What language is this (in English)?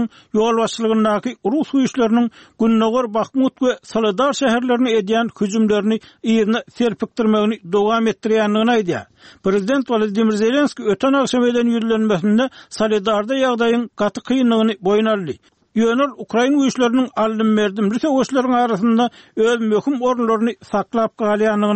Turkmen